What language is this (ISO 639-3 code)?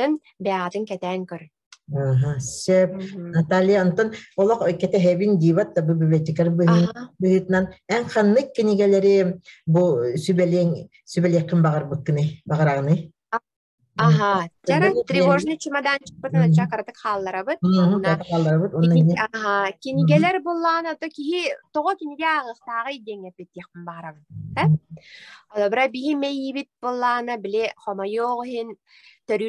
sah